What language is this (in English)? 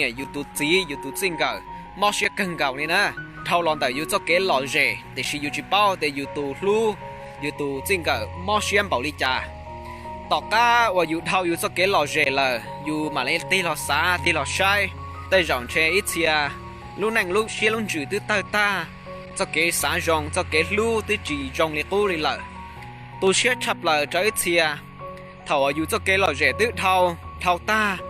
Hmong